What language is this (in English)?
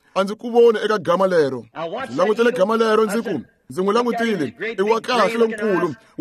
Tsonga